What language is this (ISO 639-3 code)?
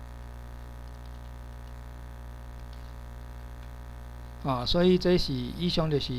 nan